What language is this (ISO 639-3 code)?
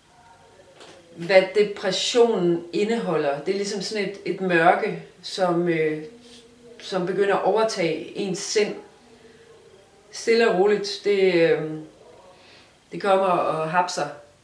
dan